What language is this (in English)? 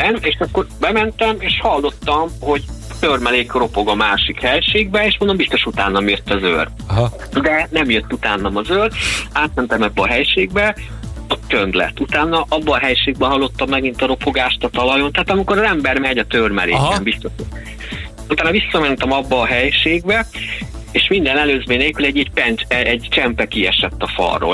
Hungarian